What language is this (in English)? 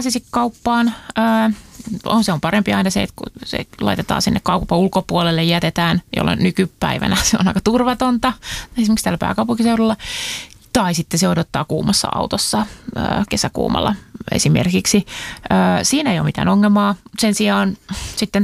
Finnish